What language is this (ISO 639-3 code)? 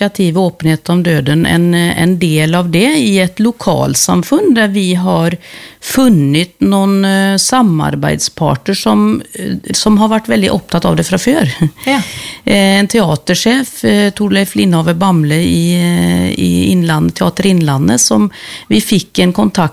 nor